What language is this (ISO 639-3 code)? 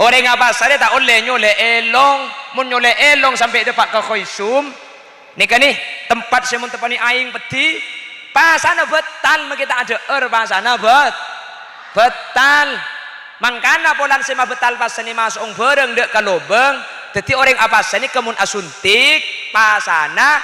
mad